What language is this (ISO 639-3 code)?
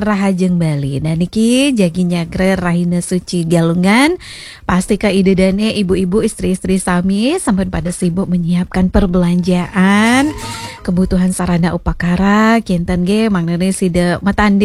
ban